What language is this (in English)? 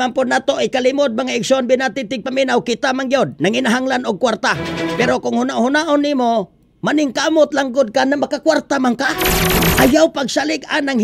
Cebuano